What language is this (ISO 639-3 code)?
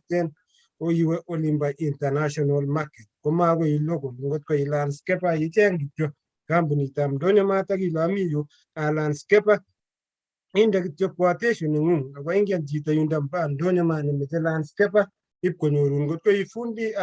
kln